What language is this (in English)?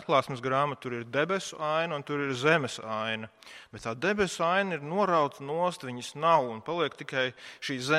Latvian